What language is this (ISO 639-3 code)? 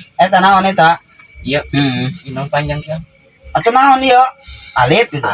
sun